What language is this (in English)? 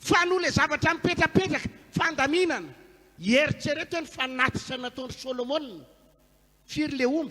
Malagasy